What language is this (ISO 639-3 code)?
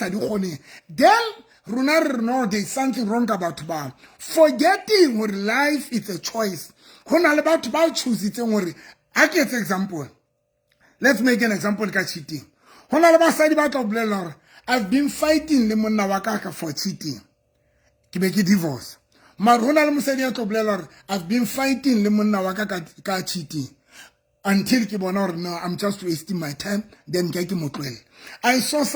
sot